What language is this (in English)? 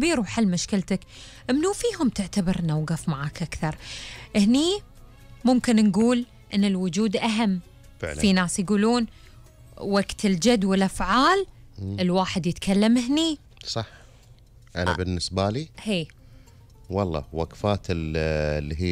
Gulf Arabic